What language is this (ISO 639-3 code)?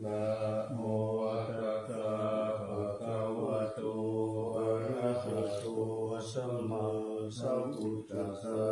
pli